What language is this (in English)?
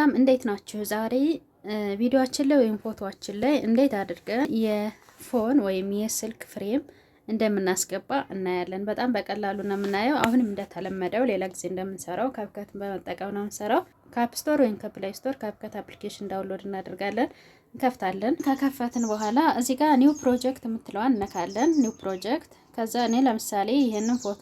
Amharic